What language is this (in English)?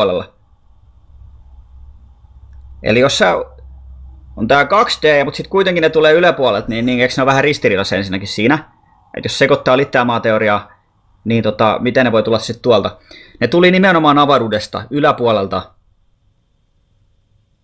Finnish